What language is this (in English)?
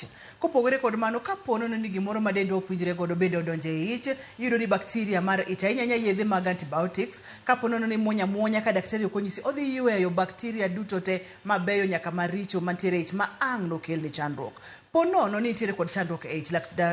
Luo (Kenya and Tanzania)